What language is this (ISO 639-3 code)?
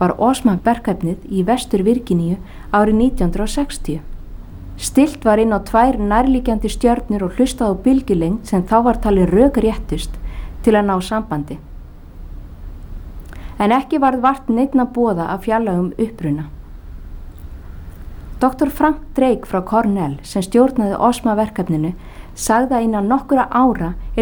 isl